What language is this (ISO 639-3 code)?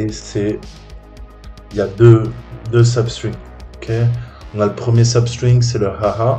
fra